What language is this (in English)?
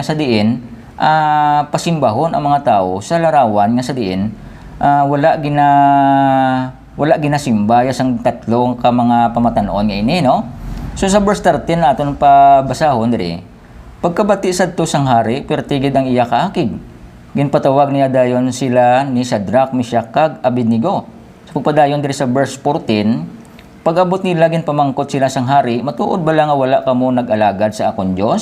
Hiligaynon